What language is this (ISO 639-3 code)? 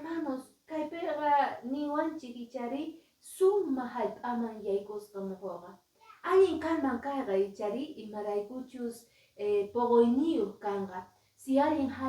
que